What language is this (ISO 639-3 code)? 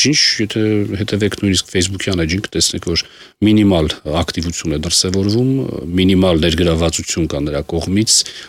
hye